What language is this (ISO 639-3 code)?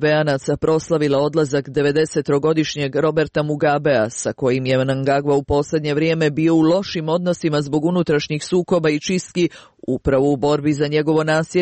srp